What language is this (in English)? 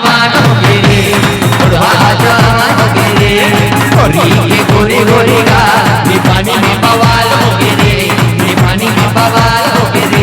Chhattisgarhi